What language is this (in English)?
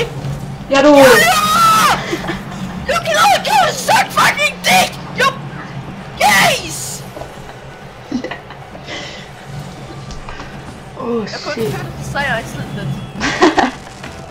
Swedish